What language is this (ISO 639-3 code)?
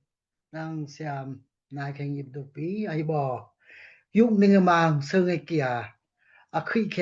dao